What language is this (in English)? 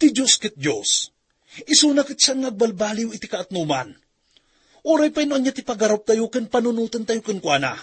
Iloko